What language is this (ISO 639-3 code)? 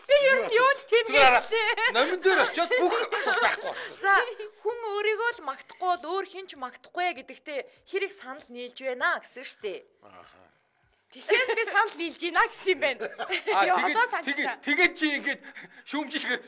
mon